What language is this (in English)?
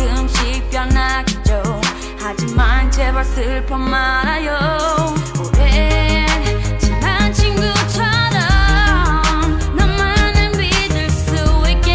Korean